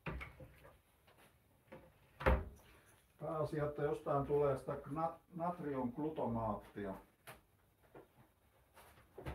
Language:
Finnish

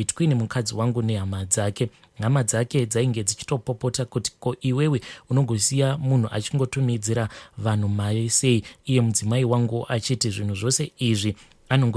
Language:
Shona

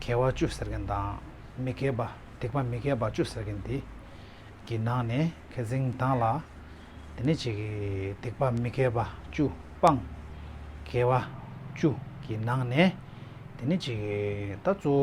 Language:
Tibetan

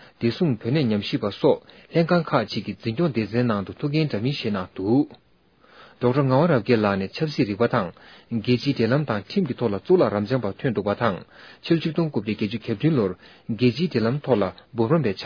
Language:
Tibetan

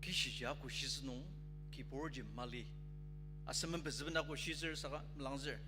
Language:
Ao Naga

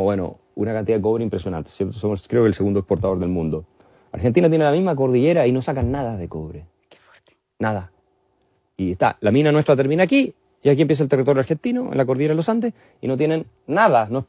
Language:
Spanish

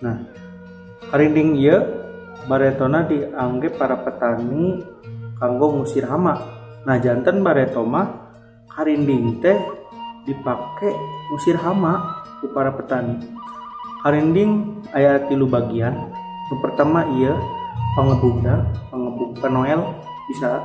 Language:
Sundanese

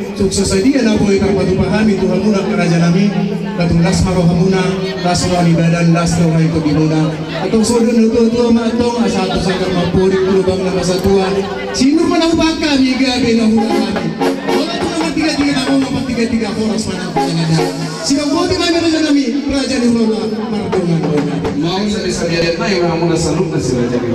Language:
Batak Toba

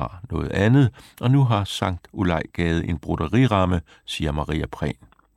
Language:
Danish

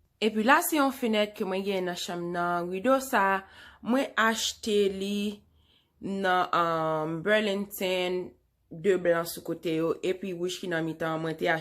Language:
Haitian Creole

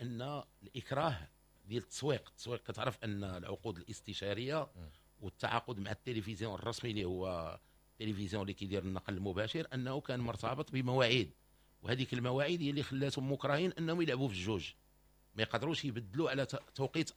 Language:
Moroccan Arabic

